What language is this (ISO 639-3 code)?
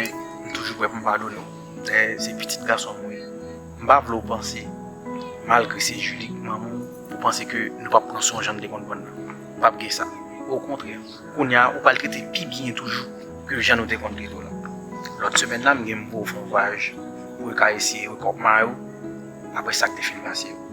hat